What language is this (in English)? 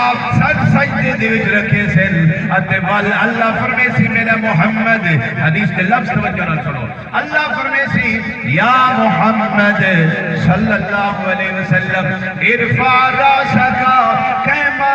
Saraiki